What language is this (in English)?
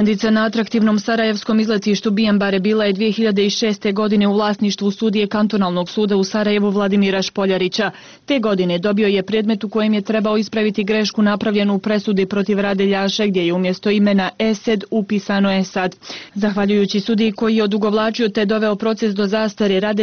Bosnian